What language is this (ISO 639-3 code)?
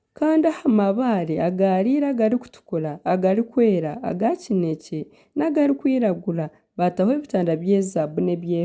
nyn